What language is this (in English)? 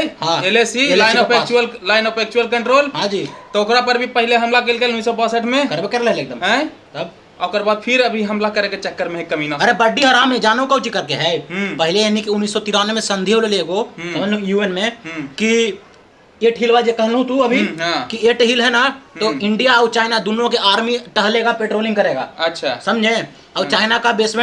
Magahi